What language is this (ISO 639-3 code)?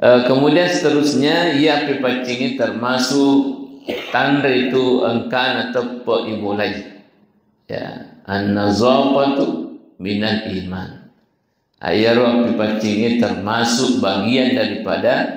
bug